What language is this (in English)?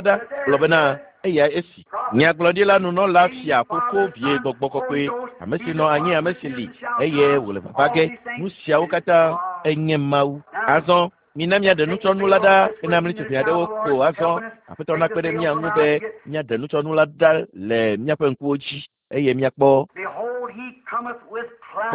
Ewe